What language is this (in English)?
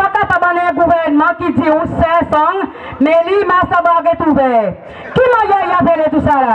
Seselwa Creole French